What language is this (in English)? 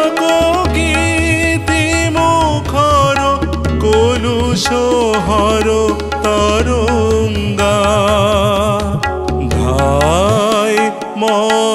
Bangla